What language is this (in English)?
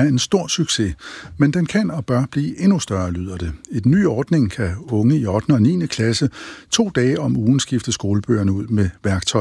Danish